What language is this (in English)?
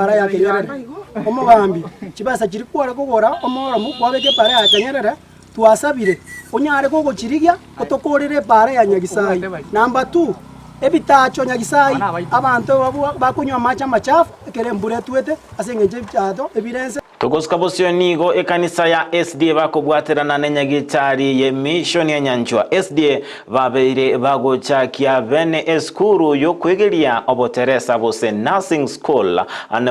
Gusii